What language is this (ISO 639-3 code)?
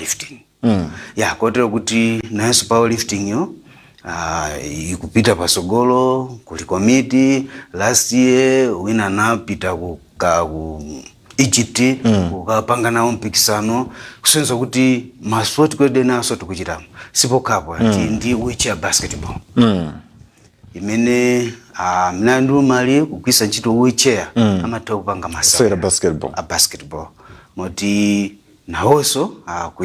nya